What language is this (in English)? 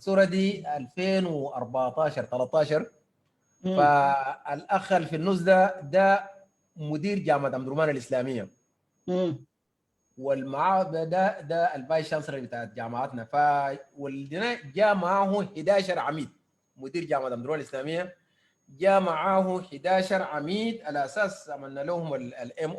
Sudanese Arabic